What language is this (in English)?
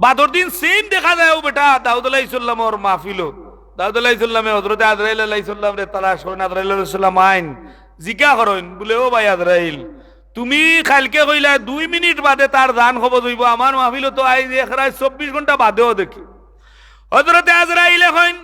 Sylheti